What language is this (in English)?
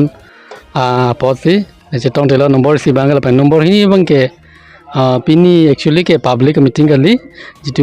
Karbi